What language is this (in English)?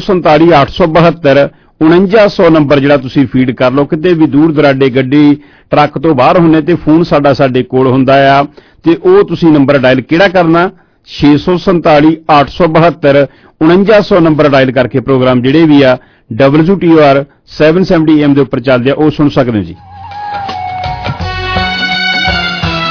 Punjabi